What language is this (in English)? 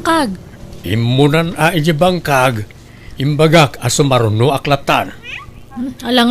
Iloko